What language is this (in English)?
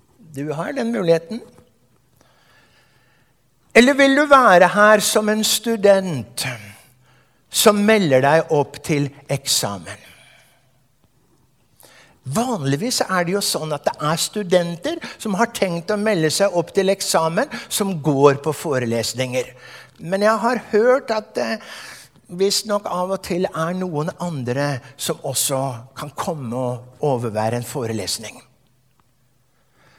Norwegian